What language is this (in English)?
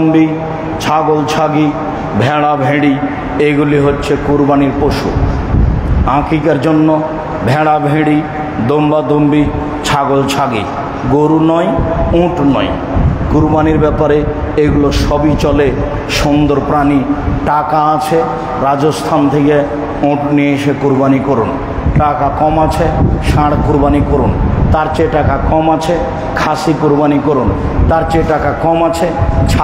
Bangla